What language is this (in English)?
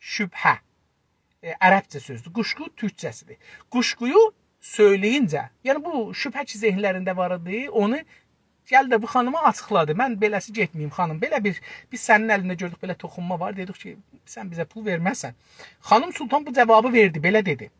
South Azerbaijani